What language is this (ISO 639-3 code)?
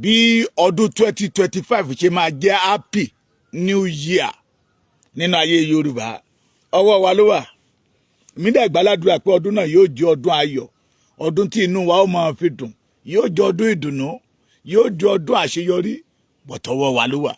yor